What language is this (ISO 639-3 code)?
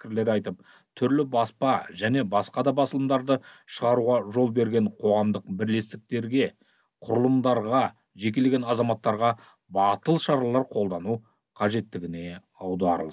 kaz